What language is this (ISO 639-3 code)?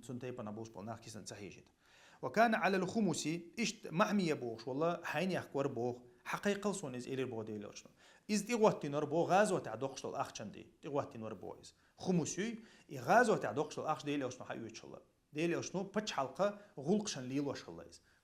che